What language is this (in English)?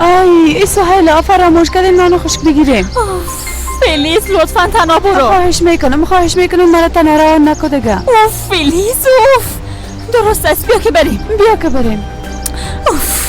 Persian